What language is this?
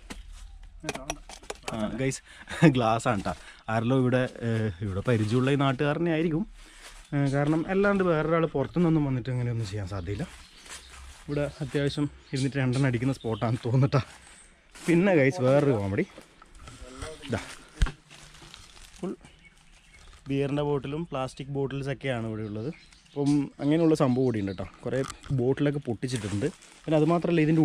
Malayalam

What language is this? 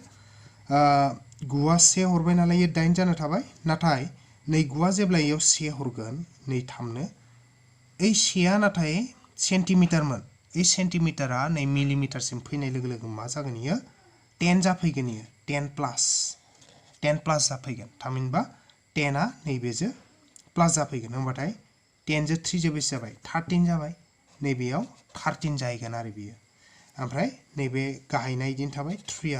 Bodo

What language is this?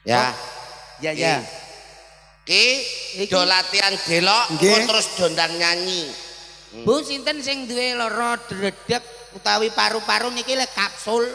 Javanese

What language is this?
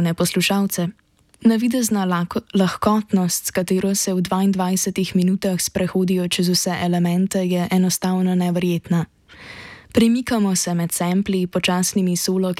Slovenian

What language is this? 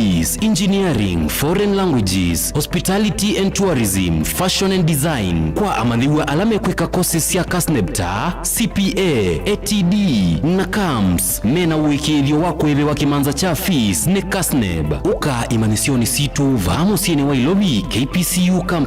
Kamba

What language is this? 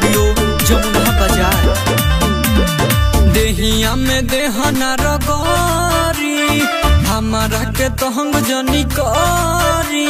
Bhojpuri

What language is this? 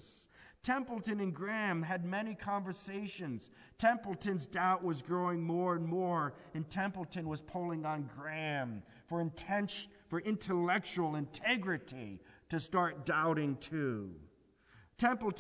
English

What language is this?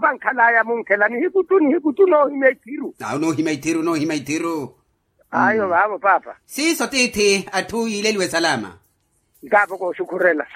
Makhuwa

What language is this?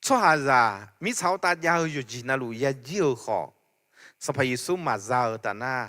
Akha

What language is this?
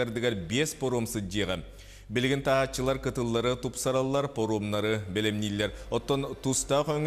Yakut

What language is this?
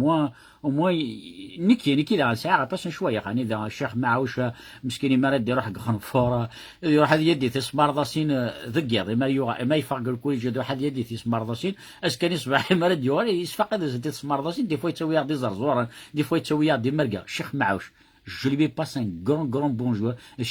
Kabyle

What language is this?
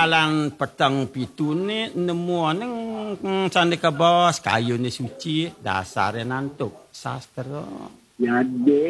Balinese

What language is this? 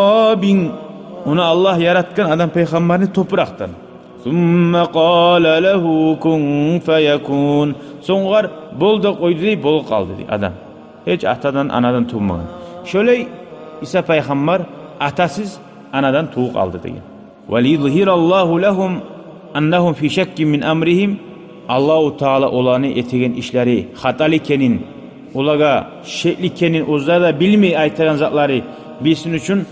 Kumyk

